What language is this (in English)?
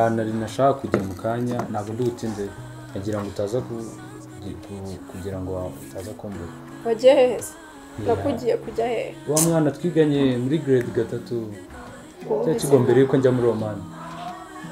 Kinyarwanda